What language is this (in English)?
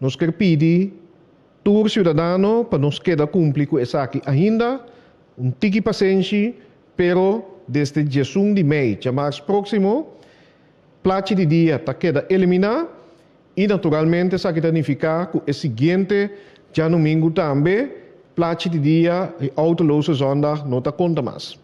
Papiamento